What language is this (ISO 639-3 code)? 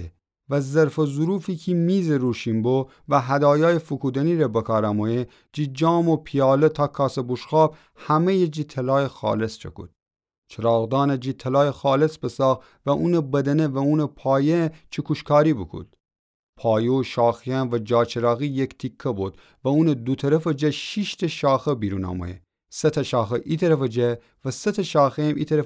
glk